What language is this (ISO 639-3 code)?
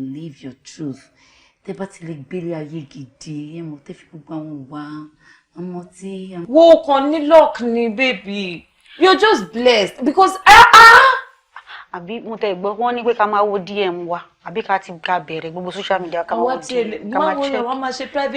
yor